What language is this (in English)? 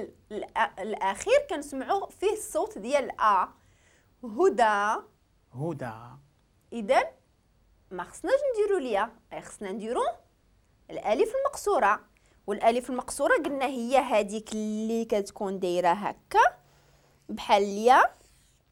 Moroccan Arabic